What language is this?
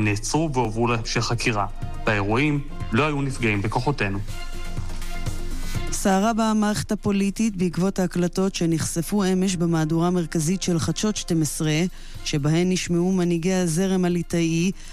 Hebrew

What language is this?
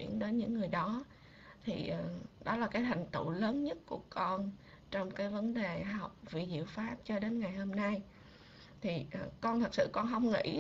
Vietnamese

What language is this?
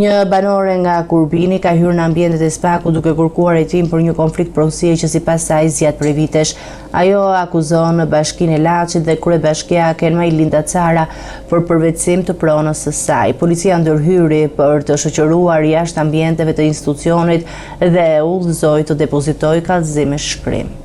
Albanian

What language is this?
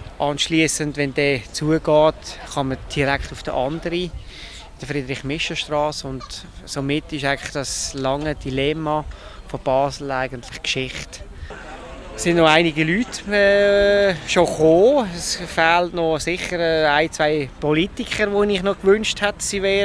Swiss German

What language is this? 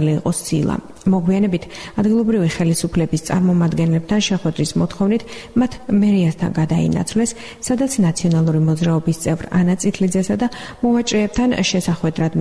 Georgian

